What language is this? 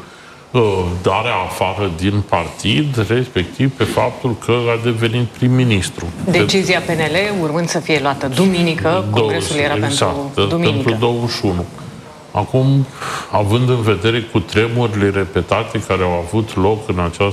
Romanian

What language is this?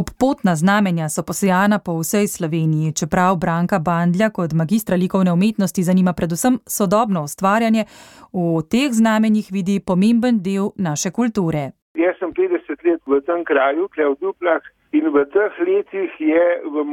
Slovenian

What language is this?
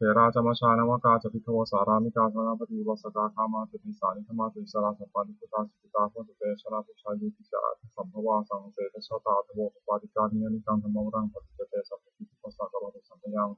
Pali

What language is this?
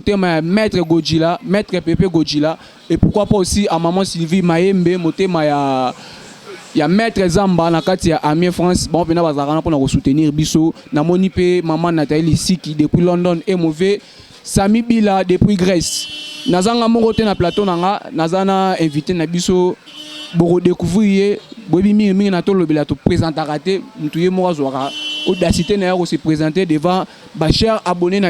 Lingala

